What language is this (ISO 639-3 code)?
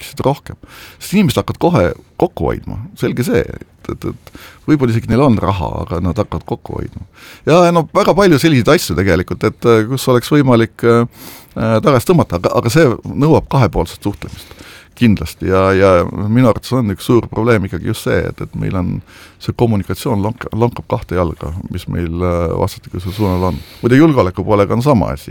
est